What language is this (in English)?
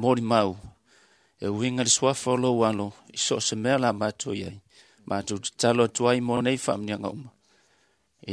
Samoan